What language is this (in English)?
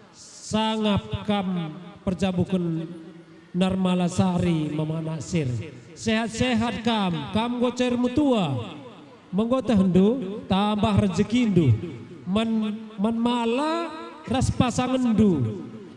Batak Karo